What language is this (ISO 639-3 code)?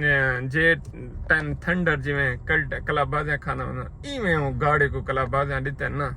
skr